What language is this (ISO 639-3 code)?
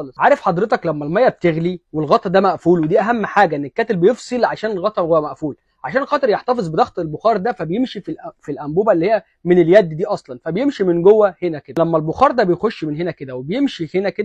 arz